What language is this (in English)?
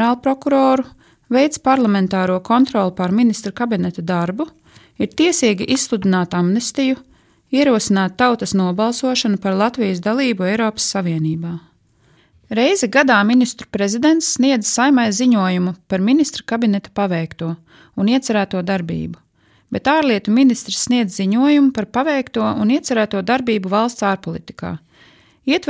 Latvian